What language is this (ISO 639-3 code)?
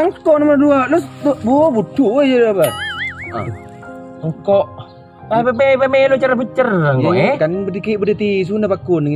mad